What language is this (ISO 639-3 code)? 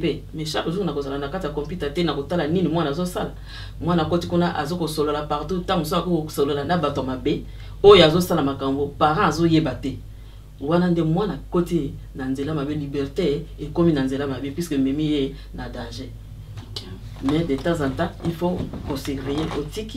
lin